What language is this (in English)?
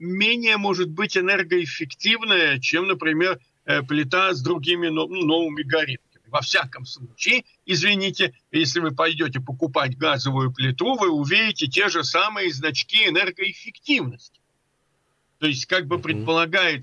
Russian